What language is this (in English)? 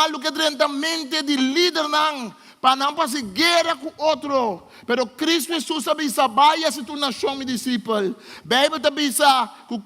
Papiamento